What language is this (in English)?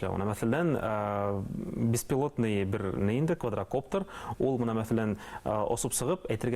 Bashkir